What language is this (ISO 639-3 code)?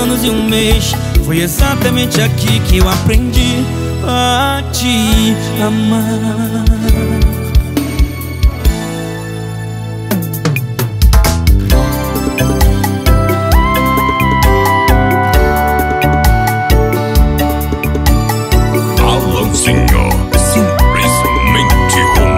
por